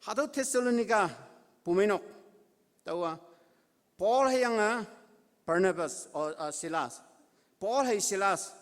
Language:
Konyak Naga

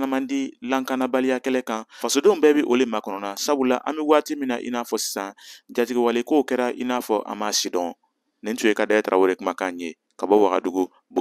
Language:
Bambara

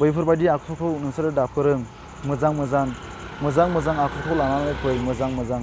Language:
Bodo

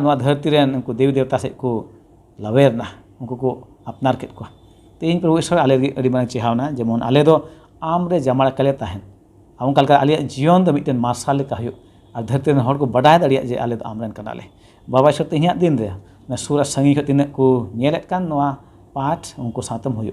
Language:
Santali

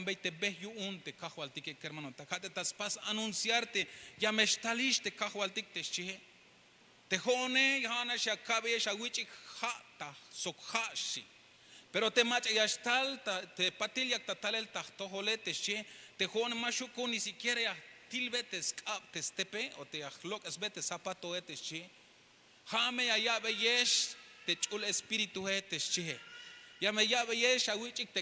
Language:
Tzeltal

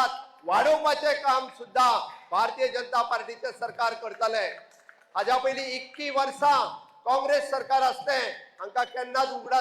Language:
Konkani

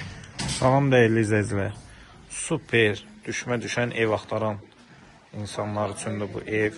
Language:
Azerbaijani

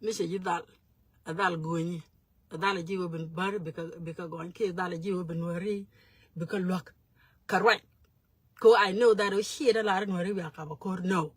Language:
Nuer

